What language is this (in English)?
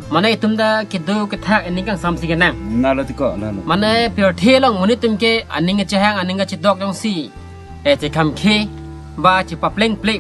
Karbi